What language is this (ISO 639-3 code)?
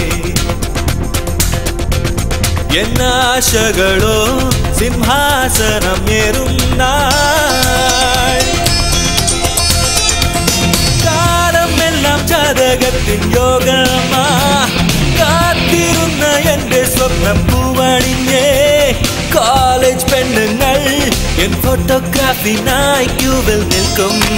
mal